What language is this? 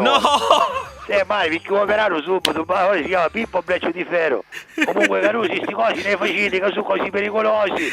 Sicilian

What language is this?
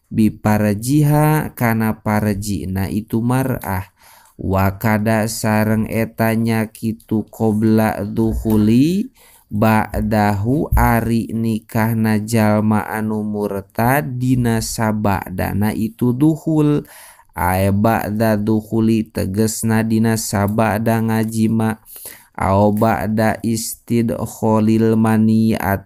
Sundanese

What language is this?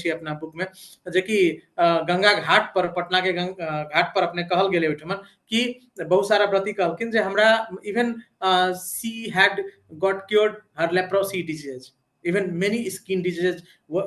Maithili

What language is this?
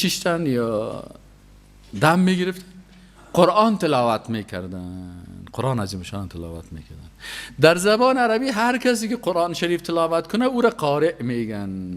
Persian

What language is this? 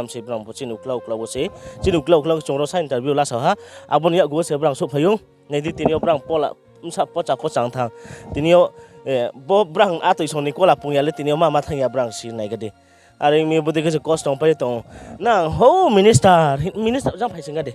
Riang (India)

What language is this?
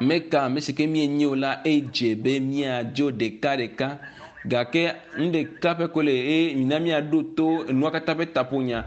Ewe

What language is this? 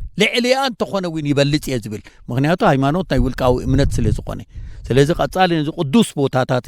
Tigrinya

